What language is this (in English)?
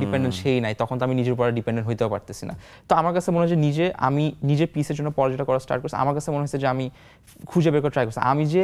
Bangla